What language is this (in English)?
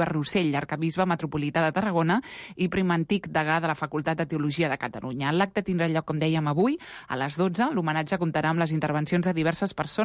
Catalan